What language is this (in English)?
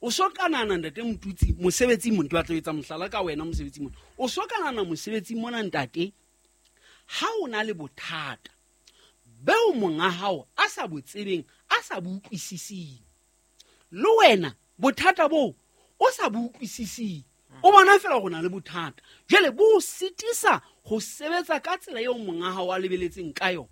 Southern Sotho